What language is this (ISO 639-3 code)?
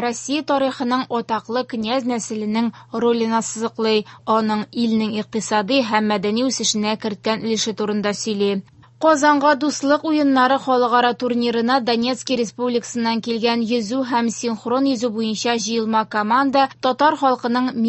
tat